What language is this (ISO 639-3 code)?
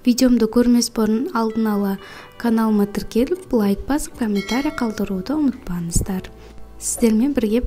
kaz